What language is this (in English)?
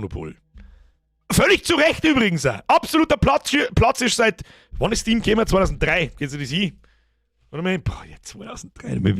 Bavarian